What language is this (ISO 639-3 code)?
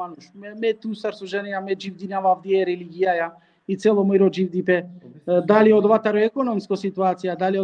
rmn